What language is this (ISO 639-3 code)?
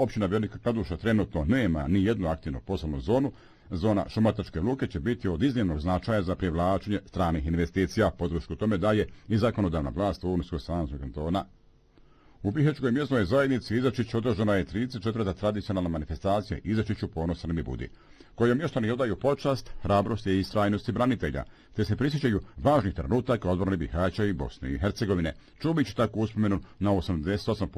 bos